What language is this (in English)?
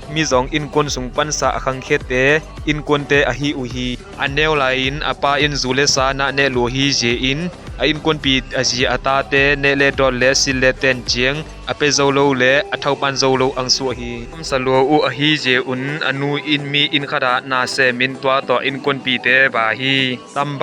Tedim Chin